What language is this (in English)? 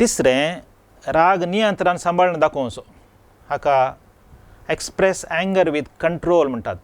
Konkani